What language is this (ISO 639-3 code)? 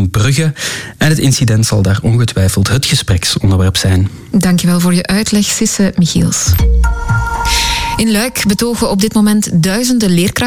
nld